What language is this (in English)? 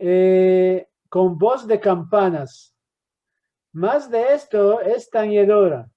Ladino